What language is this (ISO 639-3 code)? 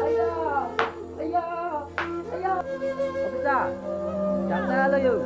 mjw